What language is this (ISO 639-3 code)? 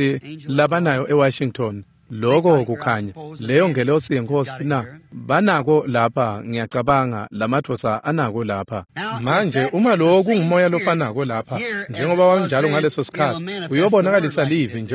ssw